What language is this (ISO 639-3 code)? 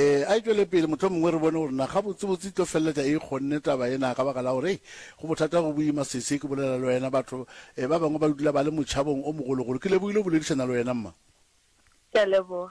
nso